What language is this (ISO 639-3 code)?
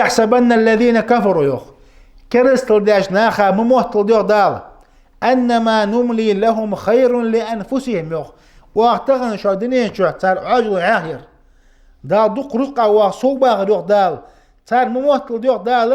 inh